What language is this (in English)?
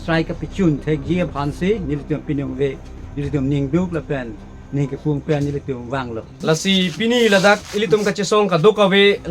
Karbi